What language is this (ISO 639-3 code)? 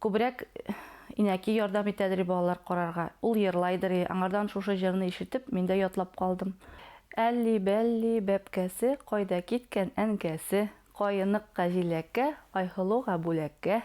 bak